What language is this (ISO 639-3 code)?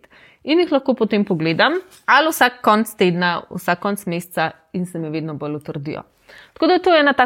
slv